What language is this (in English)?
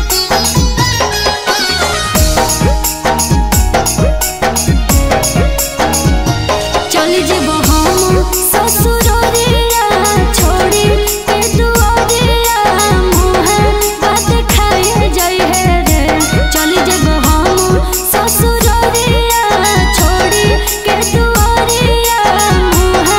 Bhojpuri